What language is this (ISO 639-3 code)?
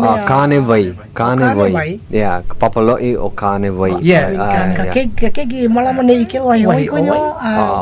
haw